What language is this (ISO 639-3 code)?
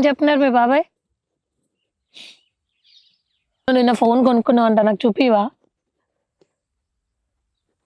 tel